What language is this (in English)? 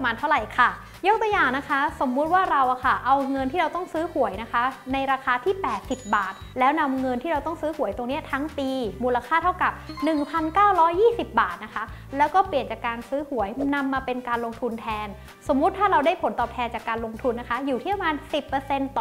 Thai